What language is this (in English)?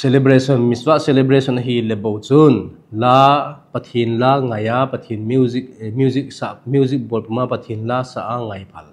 Thado Chin